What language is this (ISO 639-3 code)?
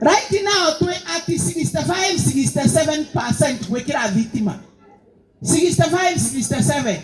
kik